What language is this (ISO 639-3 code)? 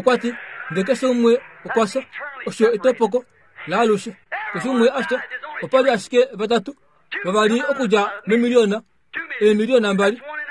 kua